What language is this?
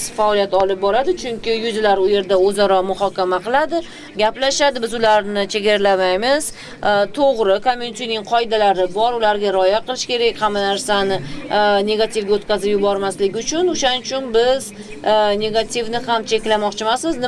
Uzbek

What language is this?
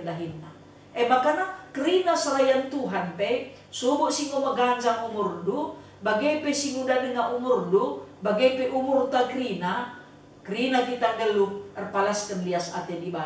Batak Karo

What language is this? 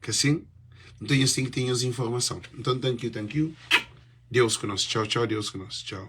Kabuverdianu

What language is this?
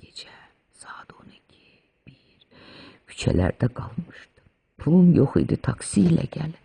Azerbaijani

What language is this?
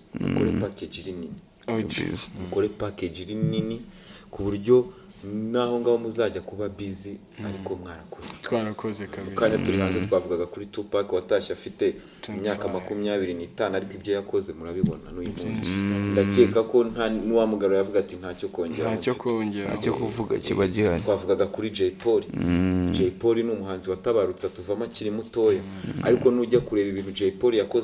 Kinyarwanda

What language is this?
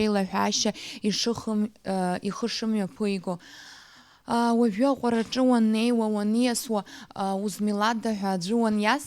Abkhazian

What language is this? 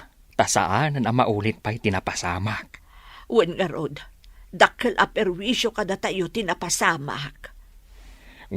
Iloko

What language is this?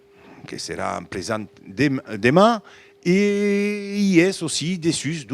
Occitan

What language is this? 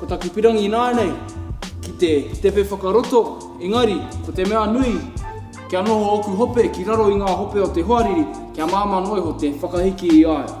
Māori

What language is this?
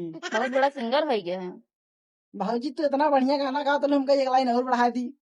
Bhojpuri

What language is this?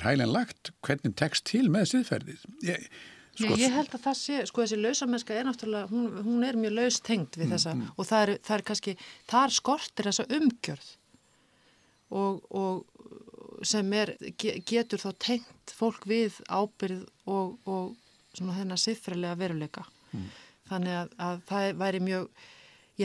Icelandic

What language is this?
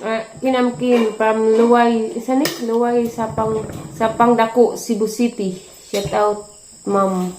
Cebuano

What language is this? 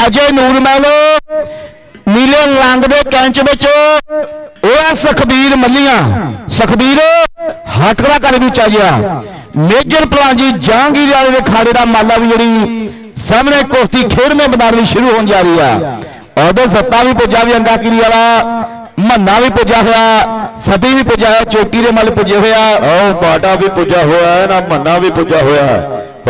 Punjabi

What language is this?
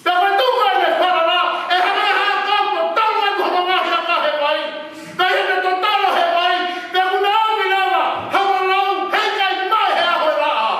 Tongan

